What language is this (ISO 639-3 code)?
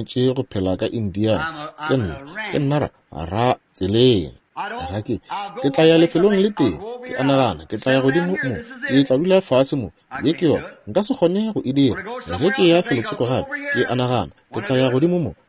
nso